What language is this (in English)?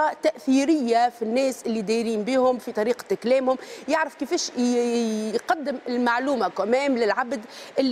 Tunisian Arabic